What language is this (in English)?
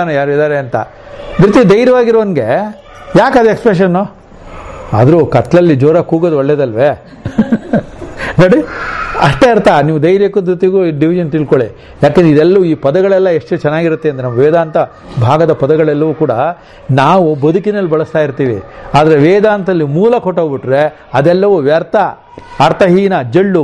Kannada